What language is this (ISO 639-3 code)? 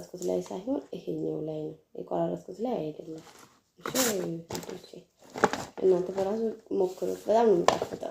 amh